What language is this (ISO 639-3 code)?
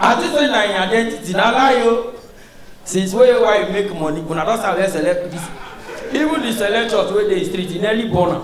pcm